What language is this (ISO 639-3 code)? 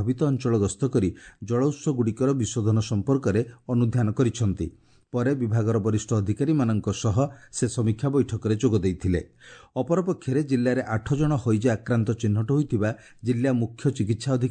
ori